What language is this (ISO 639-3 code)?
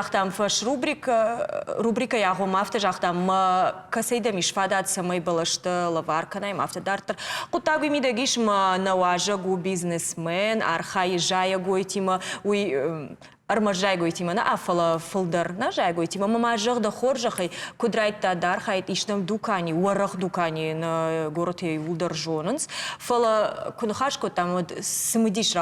oss